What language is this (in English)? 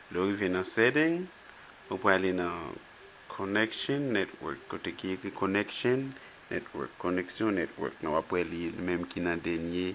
Haitian Creole